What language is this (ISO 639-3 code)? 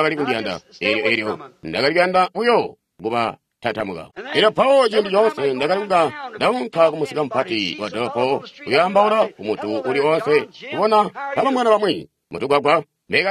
toi